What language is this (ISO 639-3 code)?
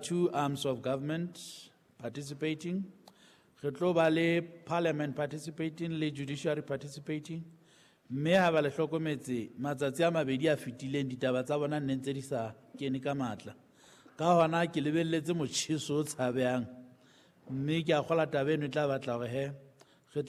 sot